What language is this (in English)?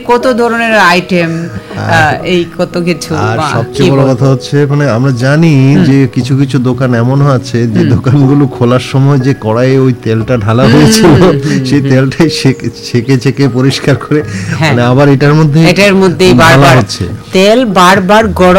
Bangla